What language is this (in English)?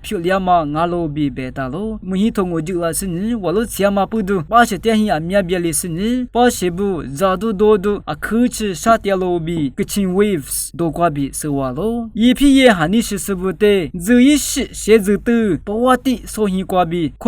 Lisu